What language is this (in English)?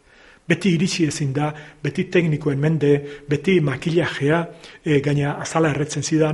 Basque